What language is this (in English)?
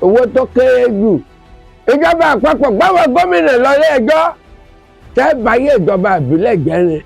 Yoruba